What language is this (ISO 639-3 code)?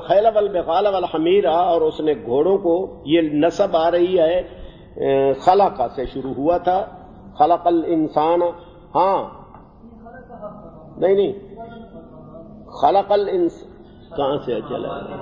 urd